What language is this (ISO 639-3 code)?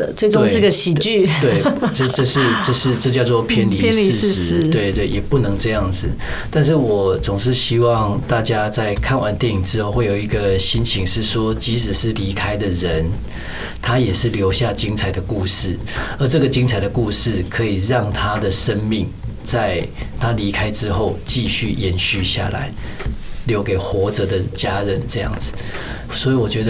zho